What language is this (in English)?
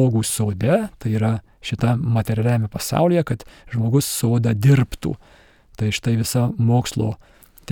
Lithuanian